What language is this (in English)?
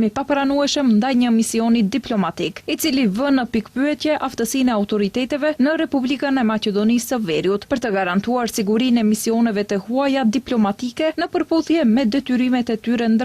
Albanian